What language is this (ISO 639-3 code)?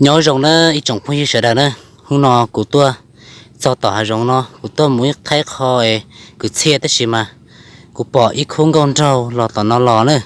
hmn